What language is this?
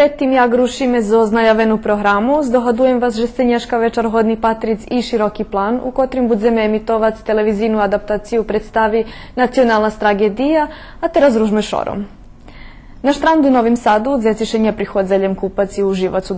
Rusyn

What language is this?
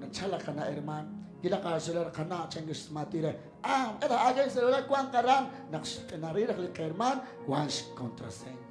Kekchí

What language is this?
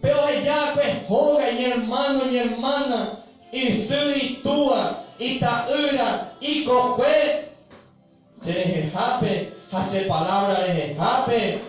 Guarani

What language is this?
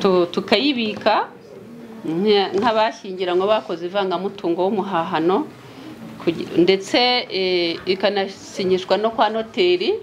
Kinyarwanda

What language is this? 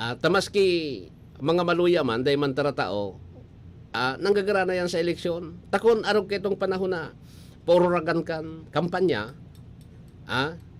Bikol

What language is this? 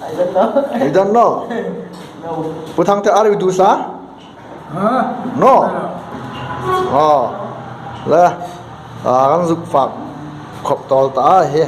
Hmar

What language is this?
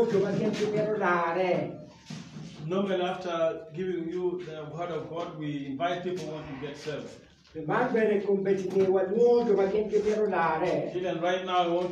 Acoli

